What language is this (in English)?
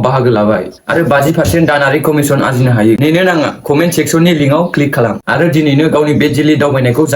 Bodo